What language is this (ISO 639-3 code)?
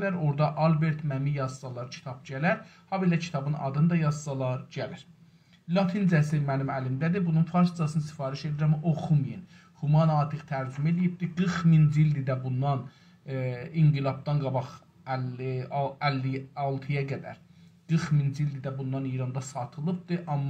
azb